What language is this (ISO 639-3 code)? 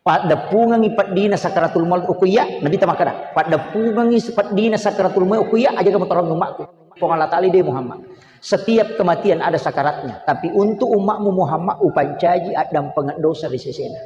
bug